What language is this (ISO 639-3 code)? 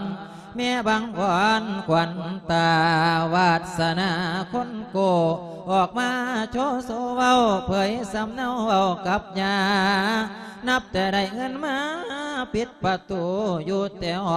lao